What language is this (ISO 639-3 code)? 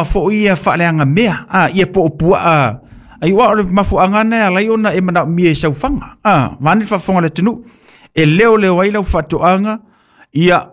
smo